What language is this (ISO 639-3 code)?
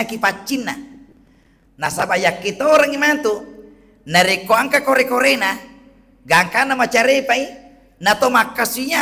bug